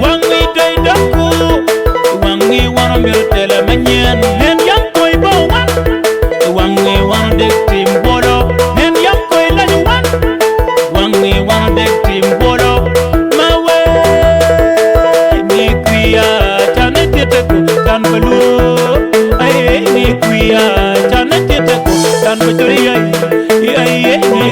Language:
Acoli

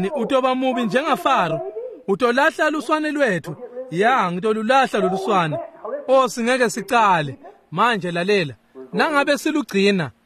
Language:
Swati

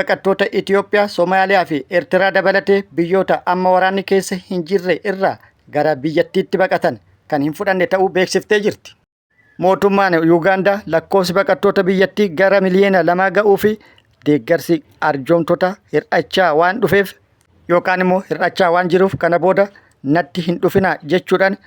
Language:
Oromo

